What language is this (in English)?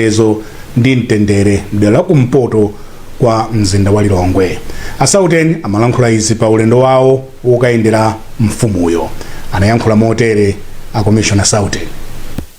Nyanja